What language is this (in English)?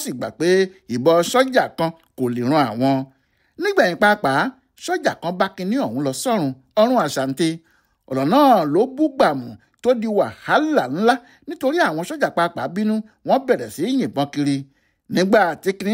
Yoruba